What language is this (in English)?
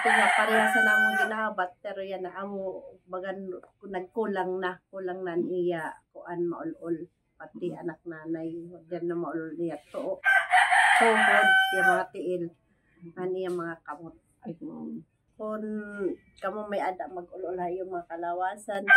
Waray